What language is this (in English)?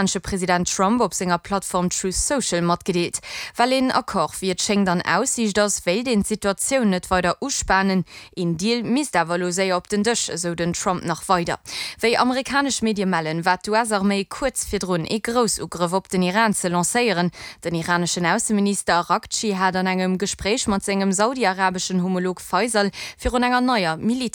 Luxembourgish